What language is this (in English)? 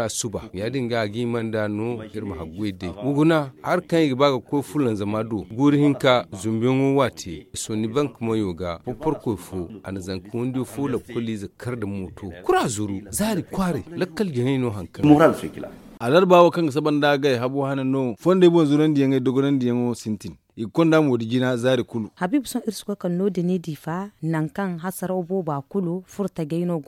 Zarma